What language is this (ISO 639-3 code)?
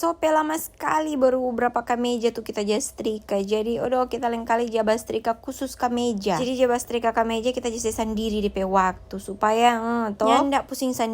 xmm